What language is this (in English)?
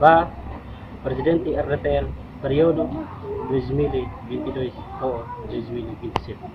Tetum